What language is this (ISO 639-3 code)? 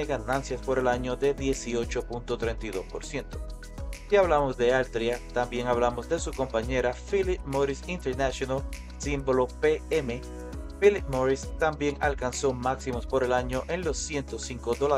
spa